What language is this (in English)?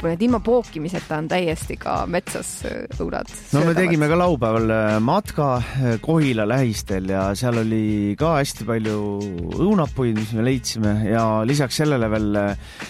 Estonian